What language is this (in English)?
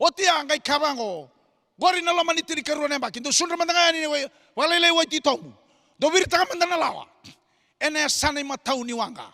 Fijian